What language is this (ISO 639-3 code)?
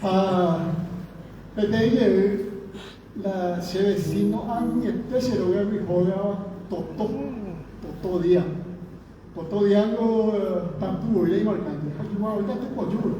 grn